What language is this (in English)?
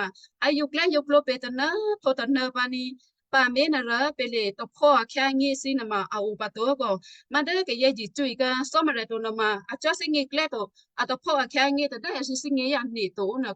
Western Kayah